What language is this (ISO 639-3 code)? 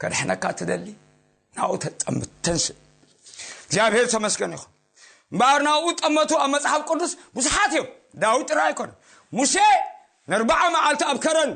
tir